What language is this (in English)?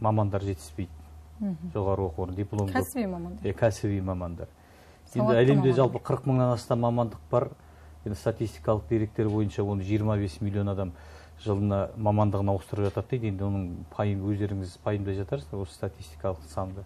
Kazakh